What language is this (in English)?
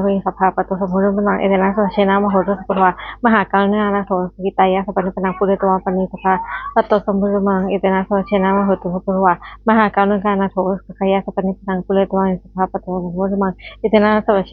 Pali